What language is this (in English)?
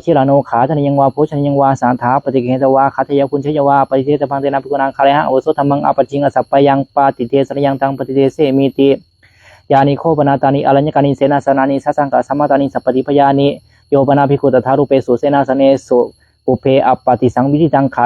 Pali